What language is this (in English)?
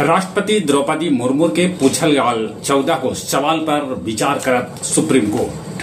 Magahi